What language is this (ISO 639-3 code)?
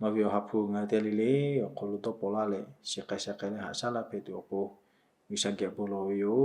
lhu